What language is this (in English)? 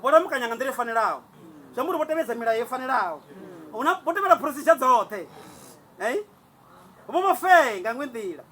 Venda